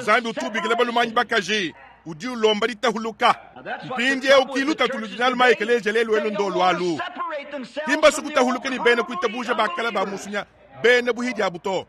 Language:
Luba-Lulua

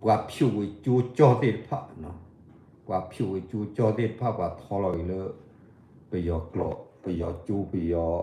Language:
S'gaw Karen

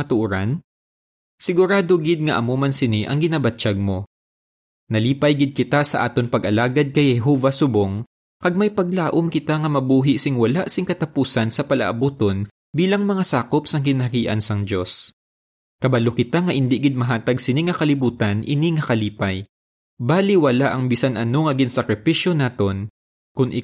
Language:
Hiligaynon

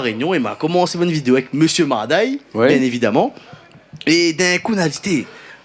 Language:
Réunion Creole French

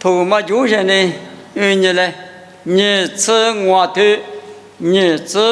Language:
Lisu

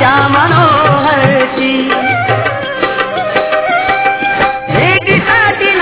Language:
Marathi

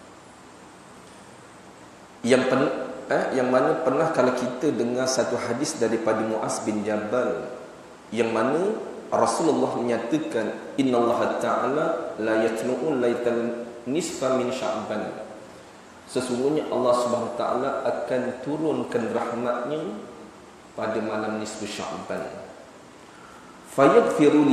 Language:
Malay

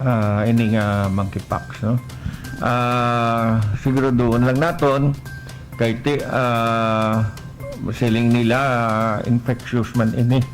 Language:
Hiligaynon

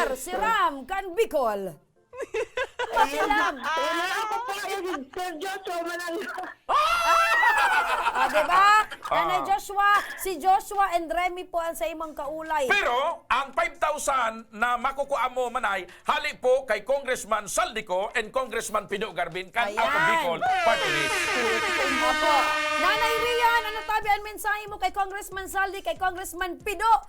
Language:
Bikol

